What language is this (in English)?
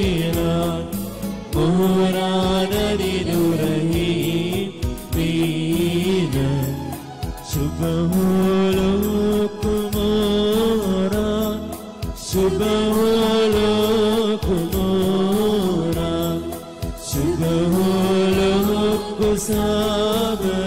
Malayalam